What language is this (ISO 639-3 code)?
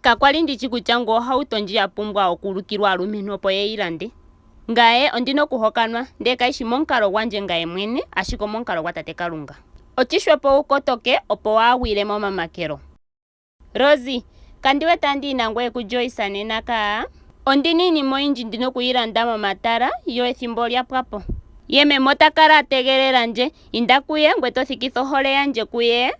ndo